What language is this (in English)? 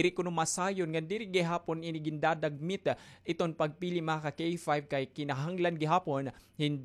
Waray